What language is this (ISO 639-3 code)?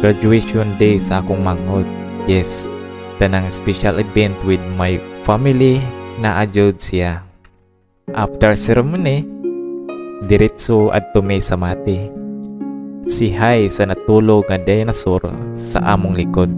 ceb